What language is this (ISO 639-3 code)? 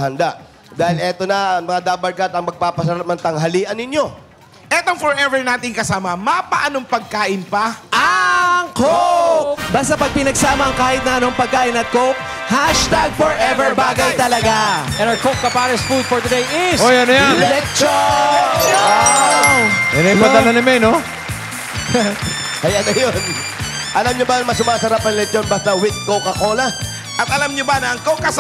fil